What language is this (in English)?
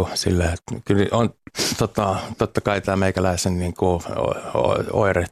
Finnish